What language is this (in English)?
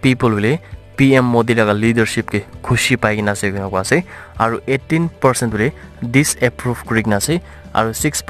Naga Pidgin